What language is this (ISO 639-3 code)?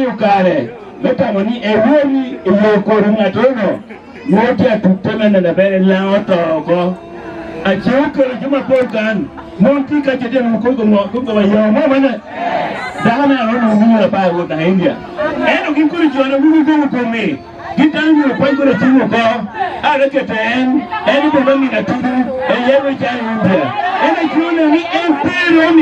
laj